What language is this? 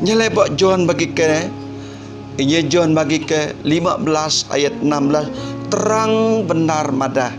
Iban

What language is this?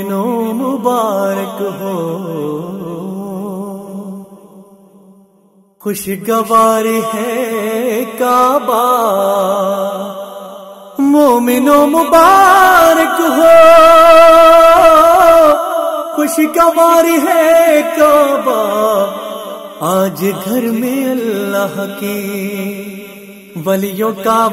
Urdu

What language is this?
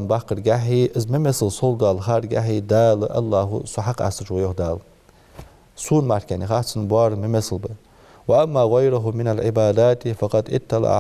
Ingush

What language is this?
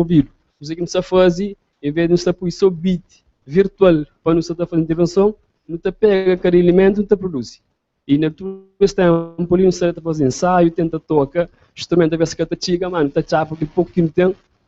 Kabuverdianu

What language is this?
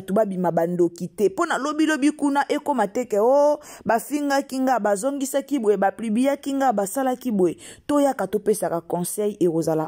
Lingala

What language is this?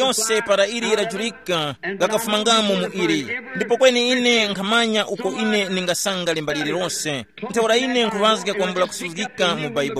Tumbuka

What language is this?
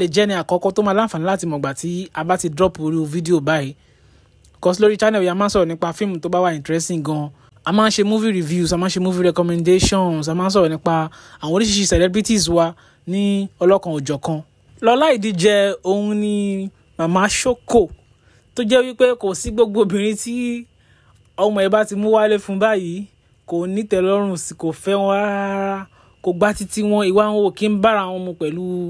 Yoruba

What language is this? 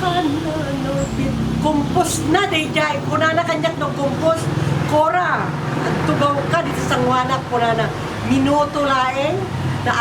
Iloko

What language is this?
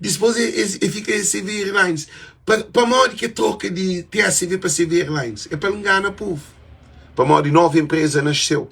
Kabuverdianu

